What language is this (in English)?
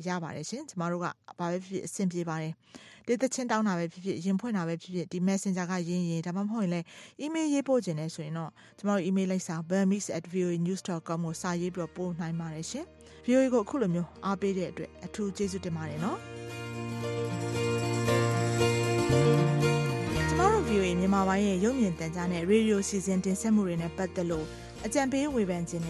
Burmese